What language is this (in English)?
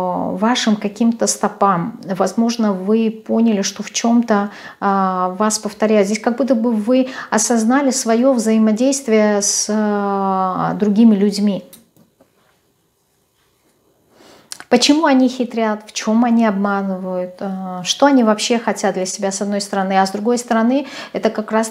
Russian